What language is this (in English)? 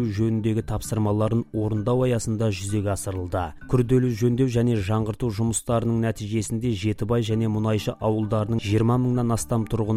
Kazakh